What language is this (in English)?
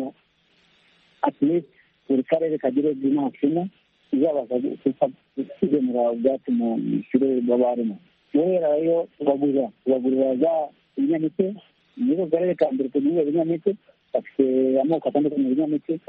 Kinyarwanda